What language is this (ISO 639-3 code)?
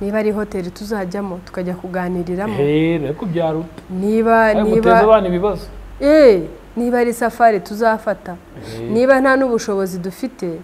kin